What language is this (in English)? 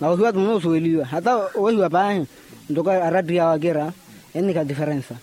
Makhuwa